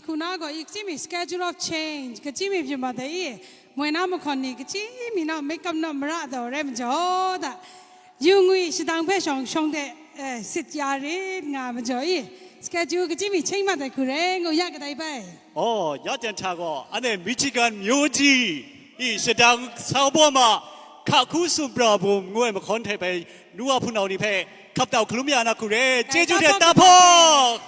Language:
Kachin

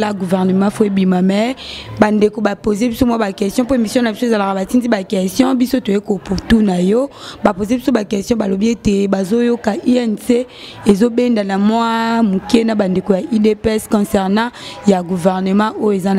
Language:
Lingala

